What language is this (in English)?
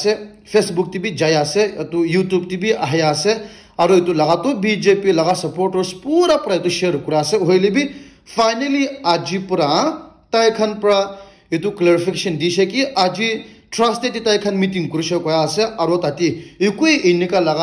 Naga Pidgin